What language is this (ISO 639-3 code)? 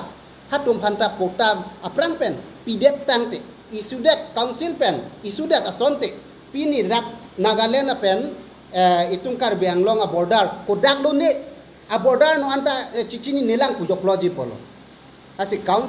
mjw